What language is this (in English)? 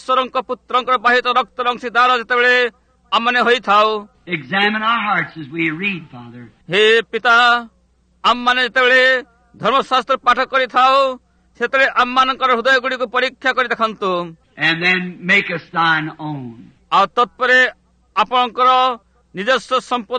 Odia